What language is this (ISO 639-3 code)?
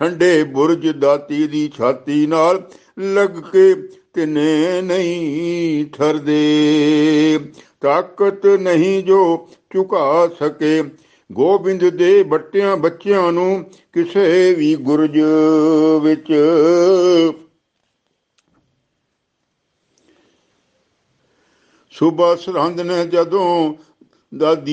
pan